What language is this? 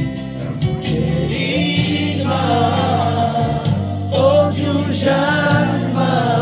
Carpathian Romani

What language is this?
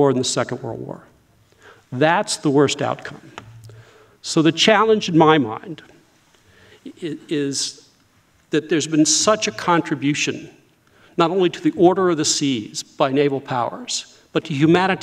English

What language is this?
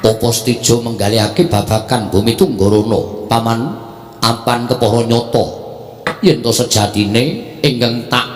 Javanese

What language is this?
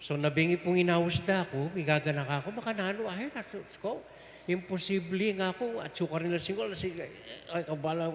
Pampanga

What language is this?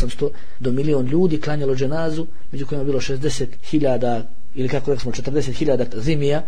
Bosnian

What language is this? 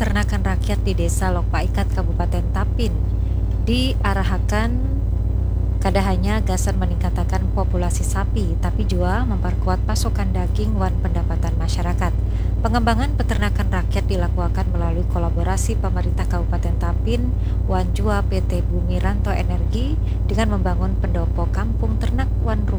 Banjar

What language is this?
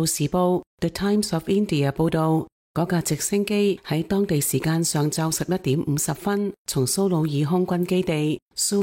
Cantonese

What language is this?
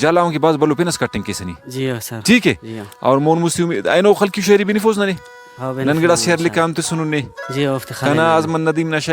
Brahui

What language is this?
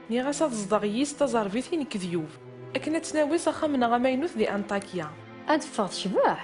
Kabyle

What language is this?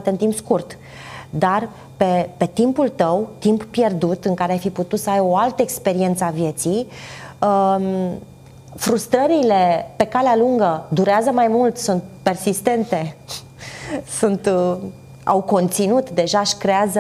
Romanian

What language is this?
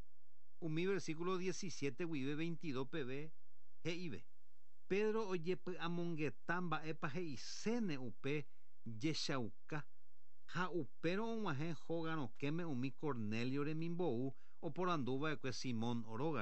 Guarani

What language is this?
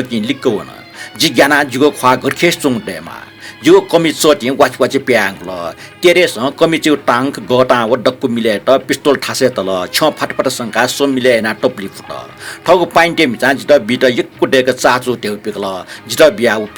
Newari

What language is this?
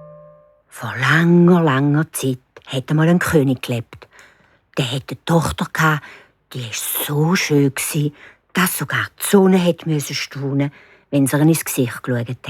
Swiss German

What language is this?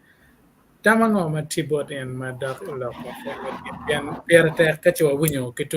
Acoli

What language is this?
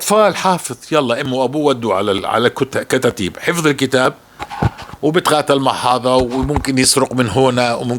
North Levantine Arabic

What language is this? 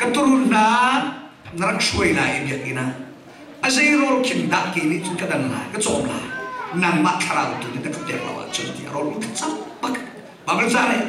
Hakha Chin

